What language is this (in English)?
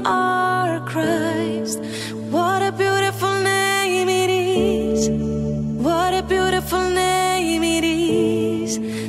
English